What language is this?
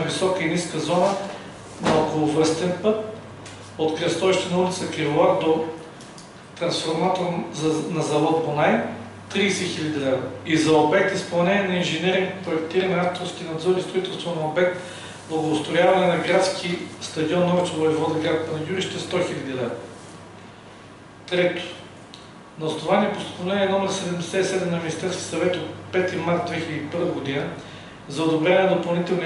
Bulgarian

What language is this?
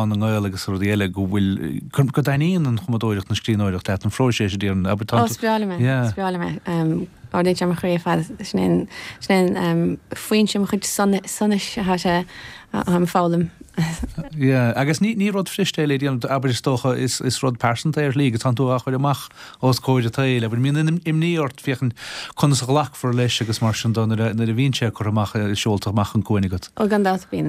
Irish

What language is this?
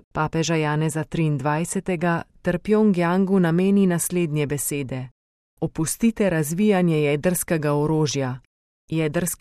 Slovenian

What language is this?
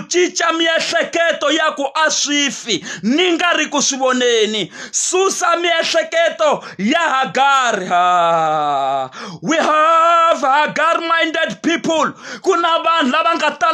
Tsonga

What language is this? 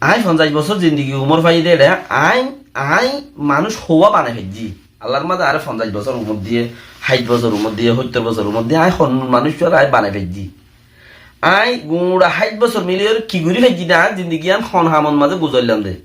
Rohingya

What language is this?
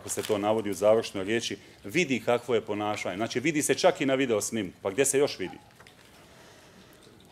Bosnian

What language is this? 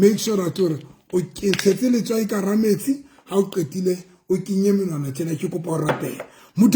Southern Sotho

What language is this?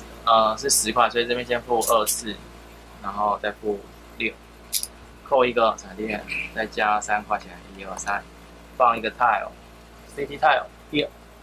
Chinese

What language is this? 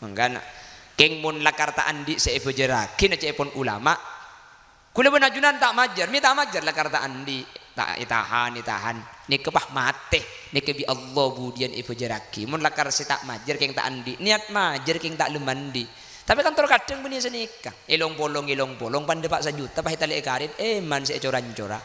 Madurese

